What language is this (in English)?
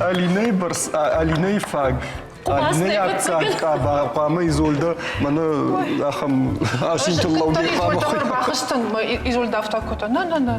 Ossetic